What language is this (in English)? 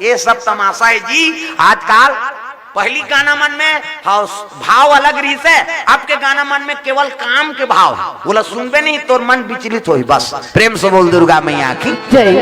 Chhattisgarhi